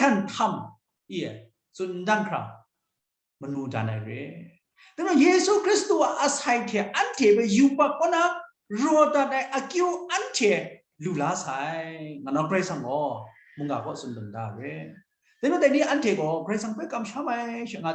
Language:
Kachin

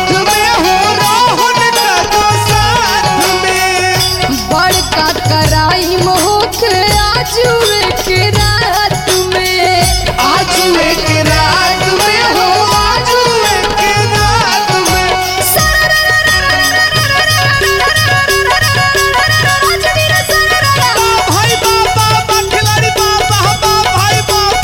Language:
Bhojpuri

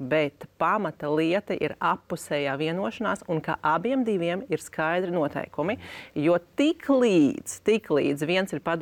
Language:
Latvian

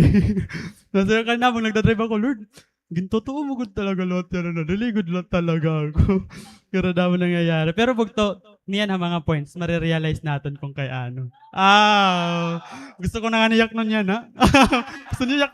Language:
Waray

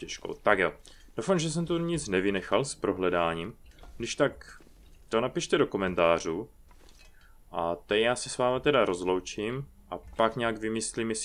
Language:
Czech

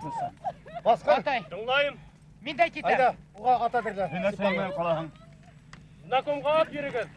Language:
Bashkir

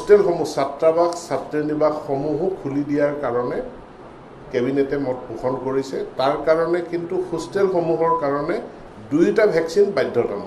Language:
Assamese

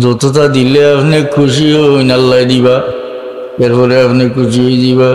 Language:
Sylheti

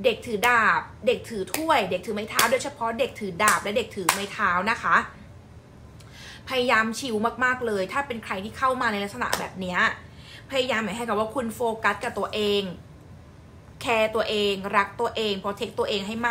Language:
Thai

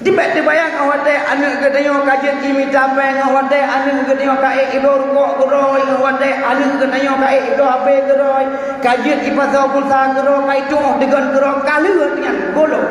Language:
Achinese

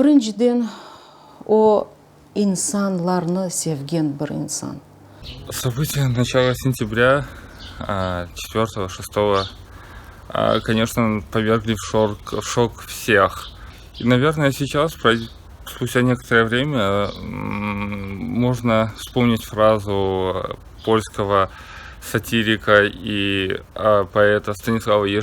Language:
Crimean Tatar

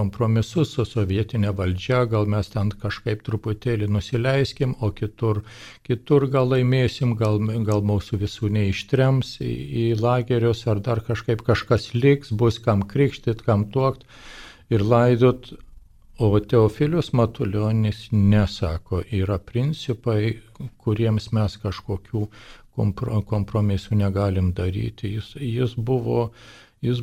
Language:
Lithuanian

